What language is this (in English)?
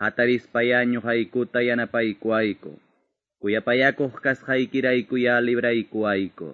Quechua